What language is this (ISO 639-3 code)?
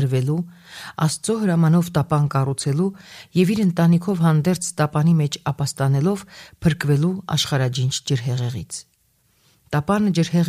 hye